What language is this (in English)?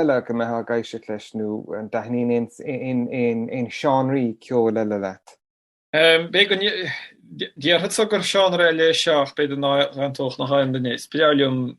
Irish